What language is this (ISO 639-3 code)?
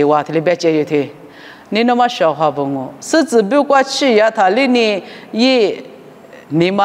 lis